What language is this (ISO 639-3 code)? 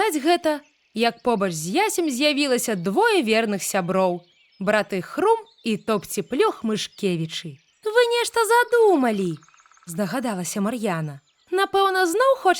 bel